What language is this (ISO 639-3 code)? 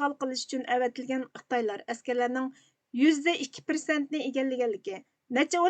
uig